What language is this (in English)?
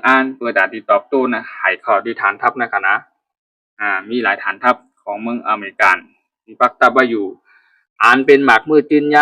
Shan